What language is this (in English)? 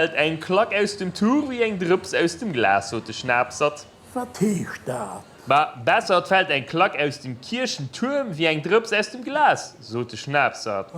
Luxembourgish